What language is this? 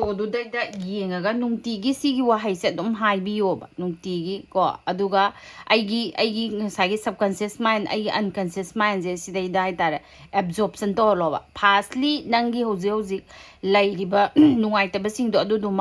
Manipuri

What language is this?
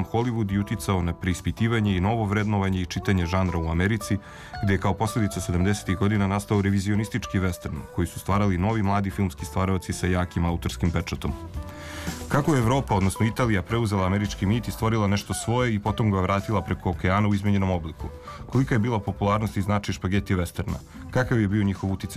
Serbian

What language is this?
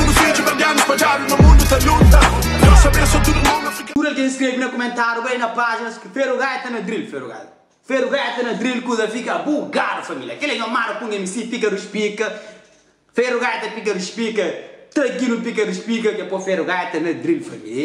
Kabuverdianu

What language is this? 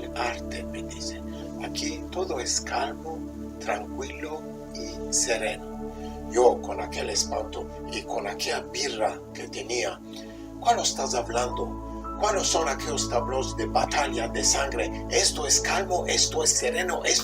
Ladino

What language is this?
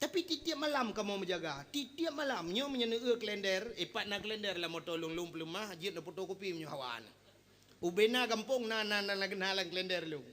Achinese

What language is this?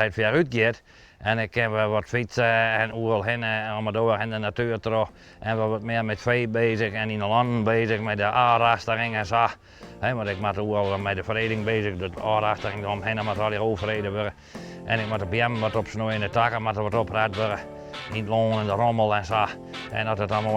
Western Frisian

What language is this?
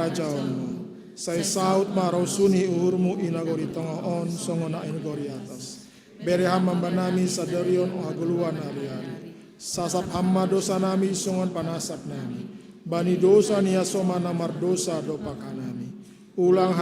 Batak Simalungun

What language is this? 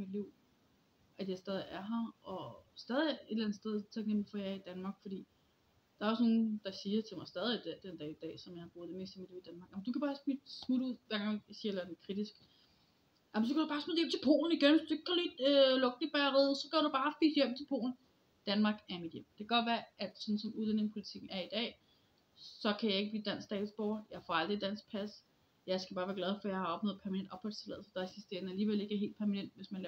Danish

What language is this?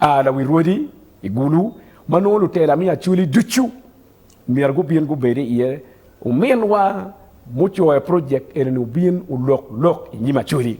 Acoli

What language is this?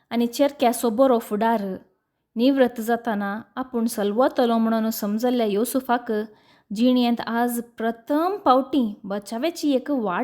Konkani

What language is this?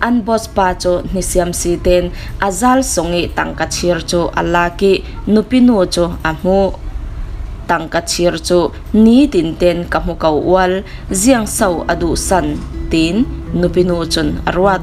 Falam Chin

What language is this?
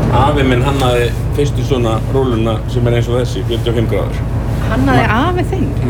Icelandic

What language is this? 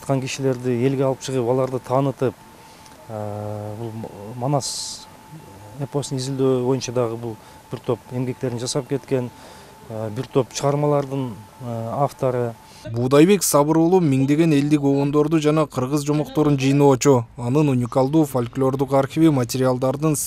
Kyrgyz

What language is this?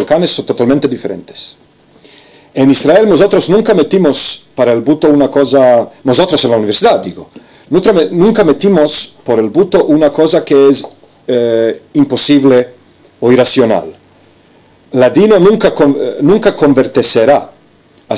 Ladino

